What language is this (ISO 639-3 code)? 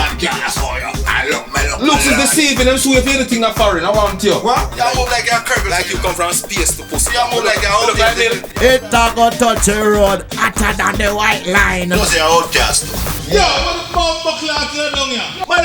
jam